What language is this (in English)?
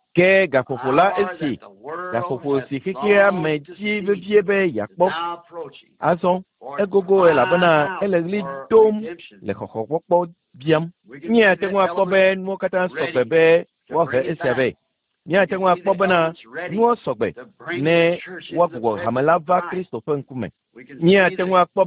Ewe